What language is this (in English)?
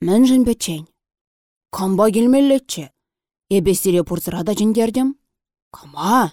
Chuvash